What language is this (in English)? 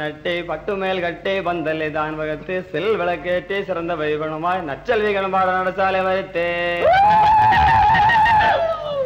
Tamil